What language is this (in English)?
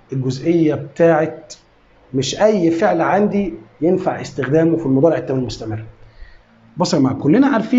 Egyptian Arabic